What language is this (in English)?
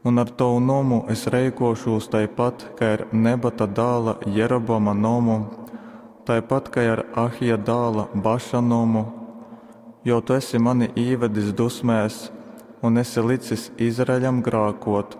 Latgalian